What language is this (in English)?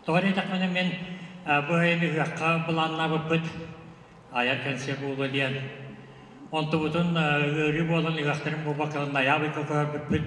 Yakut